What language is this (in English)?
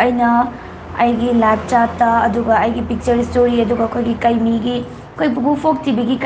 Manipuri